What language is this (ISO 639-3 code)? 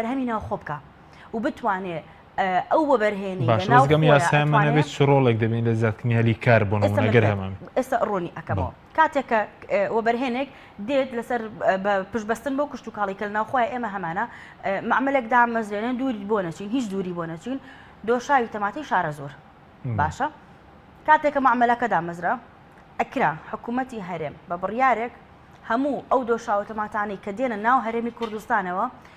ckb